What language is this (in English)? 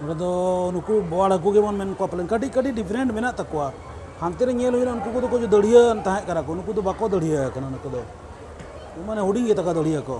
Santali